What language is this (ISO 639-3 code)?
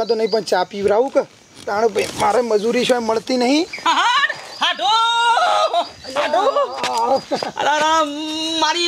guj